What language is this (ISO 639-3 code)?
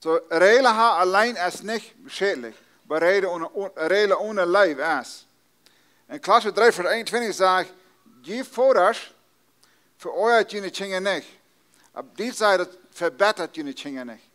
pdt